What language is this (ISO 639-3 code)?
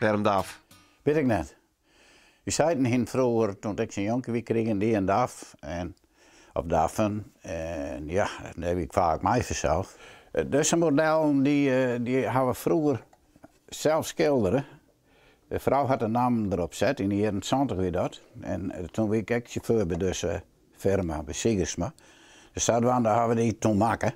fry